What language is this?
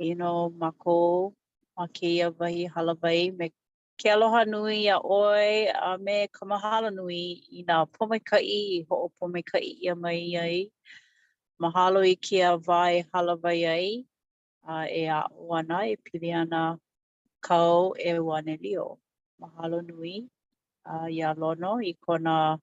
Hawaiian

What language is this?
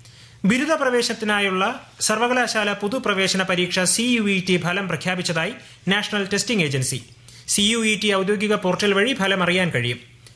Malayalam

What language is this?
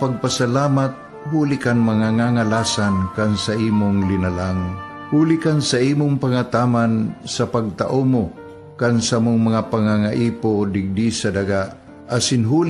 Bikol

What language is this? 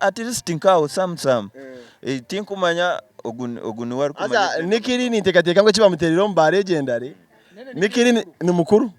Nyankole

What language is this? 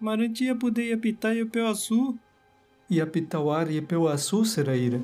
Nheengatu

